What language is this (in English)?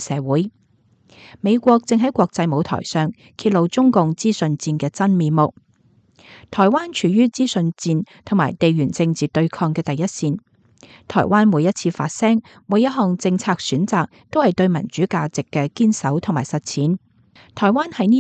Cantonese